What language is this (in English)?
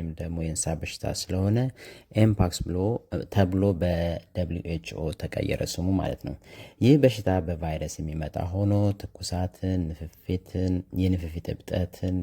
Amharic